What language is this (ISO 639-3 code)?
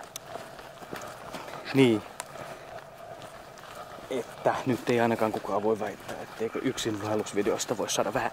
fin